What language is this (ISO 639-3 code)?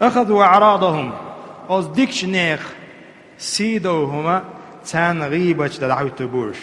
che